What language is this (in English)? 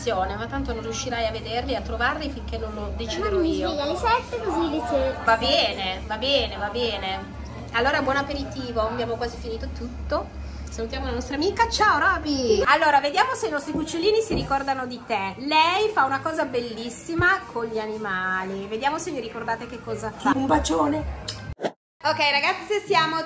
Italian